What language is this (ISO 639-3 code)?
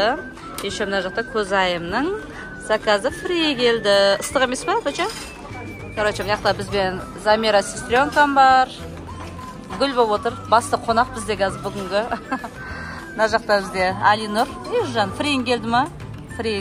kaz